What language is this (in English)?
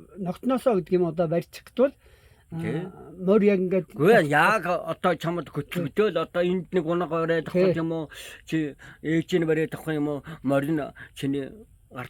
Mongolian